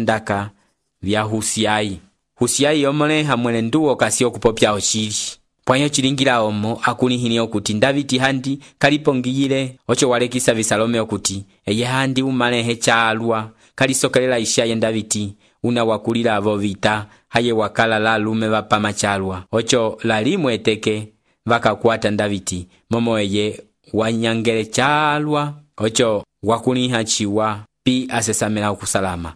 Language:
Umbundu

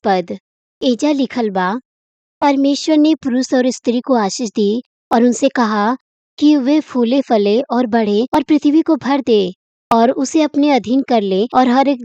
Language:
Bhojpuri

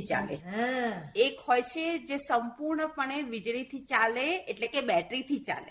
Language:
Gujarati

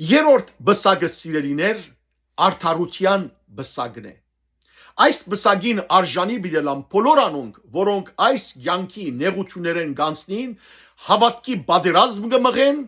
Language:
Western Armenian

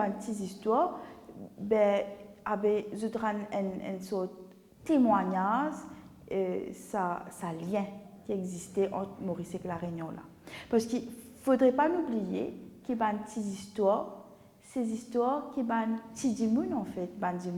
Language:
Morisyen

